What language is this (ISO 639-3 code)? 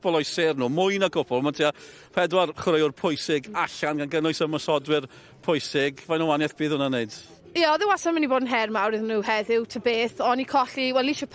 cym